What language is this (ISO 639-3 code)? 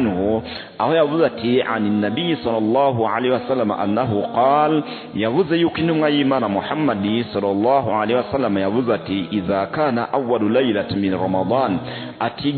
run